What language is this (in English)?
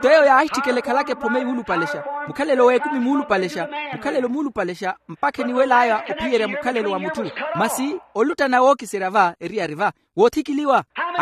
Makhuwa